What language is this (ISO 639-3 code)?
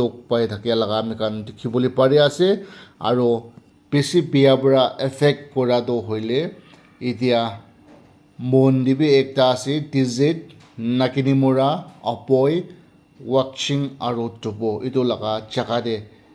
nag